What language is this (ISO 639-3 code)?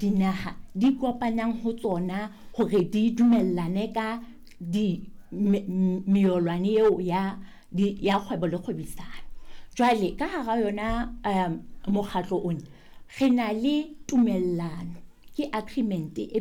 sot